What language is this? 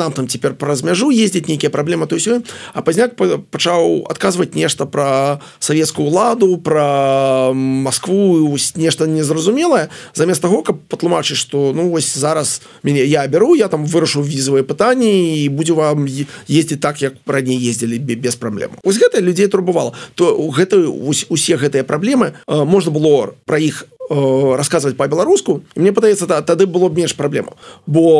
Belarusian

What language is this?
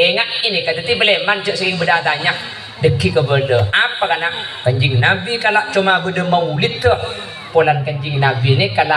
Madurese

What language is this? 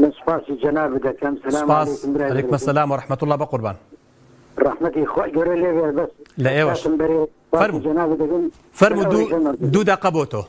Central Kurdish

